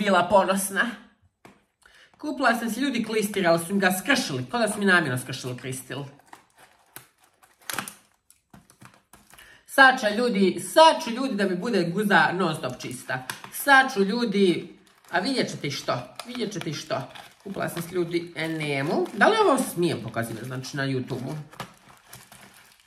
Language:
Croatian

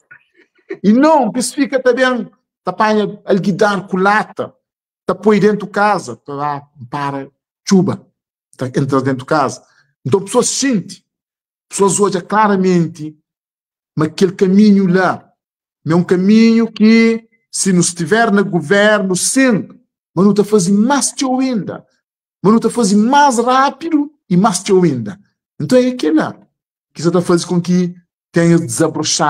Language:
Kabuverdianu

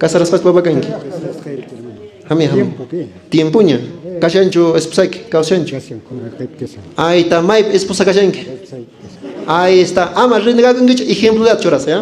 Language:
Quechua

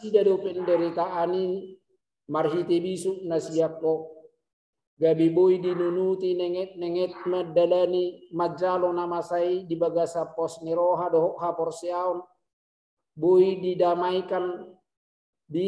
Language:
Batak Toba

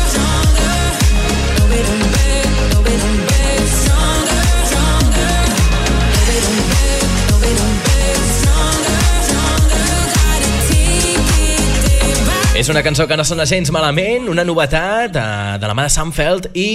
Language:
Catalan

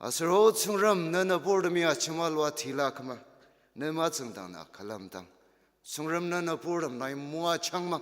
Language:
Ao Naga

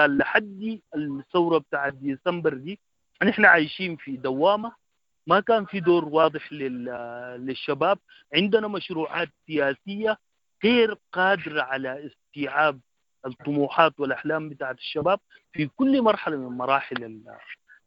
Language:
Sudanese Arabic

